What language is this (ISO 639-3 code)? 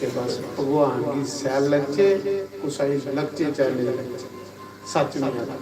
doi